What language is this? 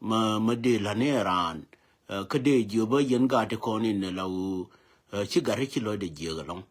Nuer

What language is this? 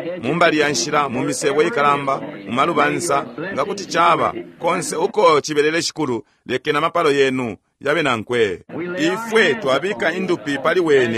Bemba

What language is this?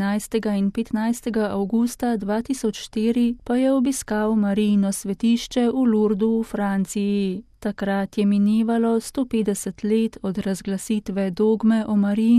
Slovenian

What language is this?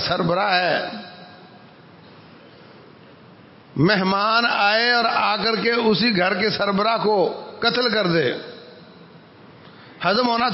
Urdu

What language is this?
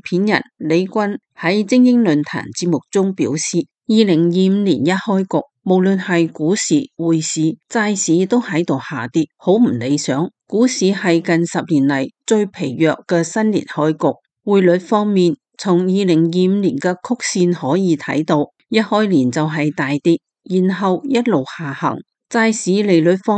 Cantonese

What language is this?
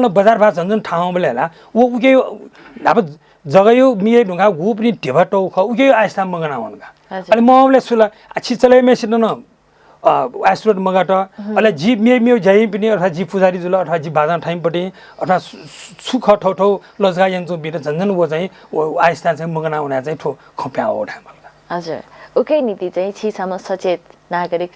Newari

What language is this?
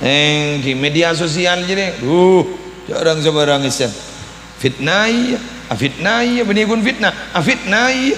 Madurese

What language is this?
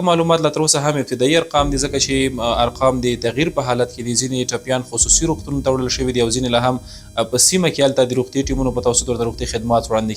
Pashto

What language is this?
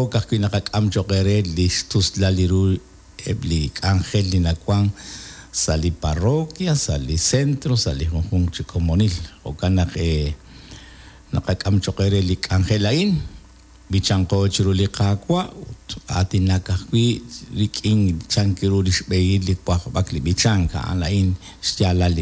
Kekchí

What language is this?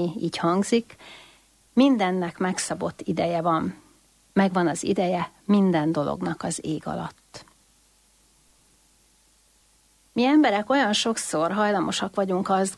Hungarian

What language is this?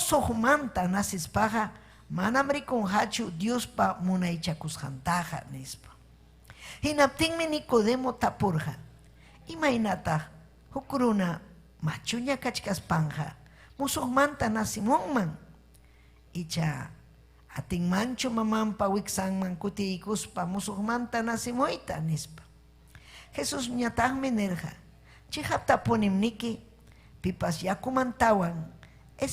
Ayacucho Quechua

